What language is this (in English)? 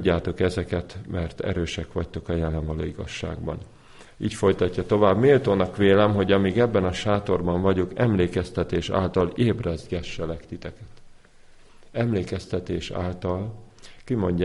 Hungarian